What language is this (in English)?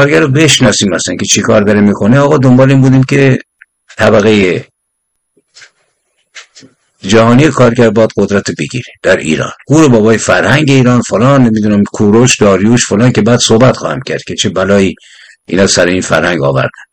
Persian